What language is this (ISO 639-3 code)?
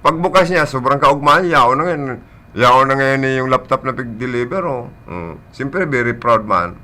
bik